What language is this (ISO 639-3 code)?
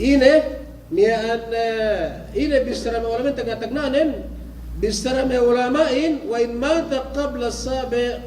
yka